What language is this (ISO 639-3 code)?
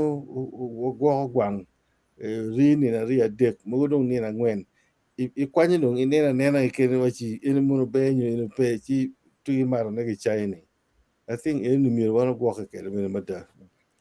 ach